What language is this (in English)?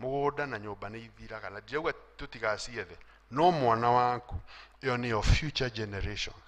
Kikuyu